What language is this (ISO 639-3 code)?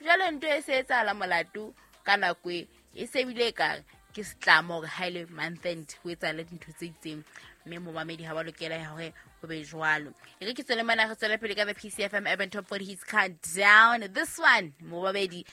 sot